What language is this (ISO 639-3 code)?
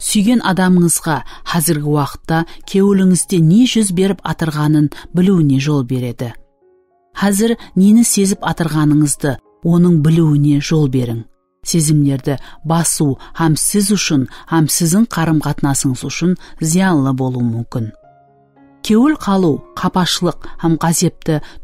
kaa